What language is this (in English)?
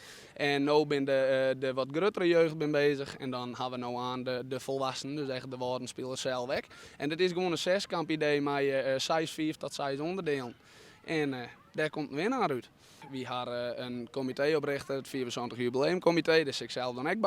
Western Frisian